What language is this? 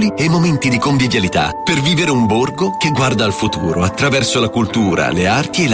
Italian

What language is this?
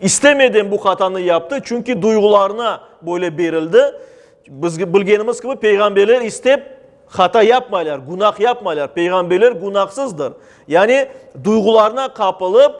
Crimean Tatar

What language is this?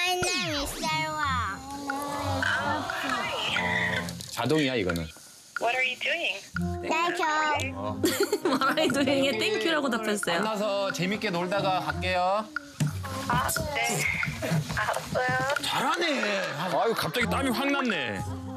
Korean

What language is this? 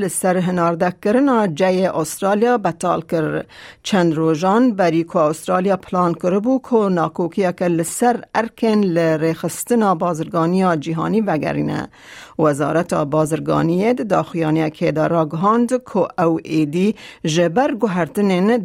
Kurdish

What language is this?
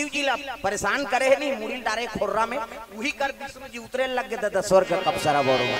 Chhattisgarhi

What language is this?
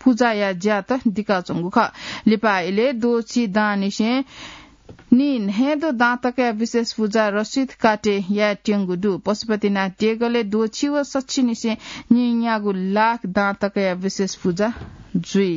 Newari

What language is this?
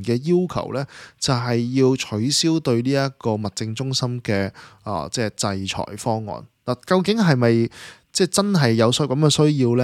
Cantonese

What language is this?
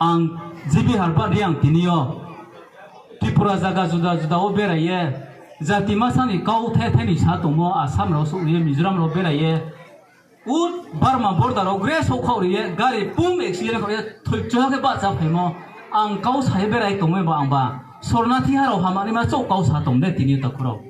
Riang (India)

